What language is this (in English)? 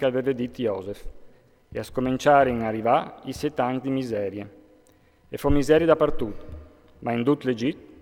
Friulian